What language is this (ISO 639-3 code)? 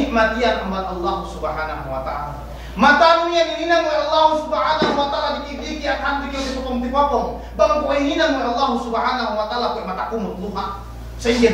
yka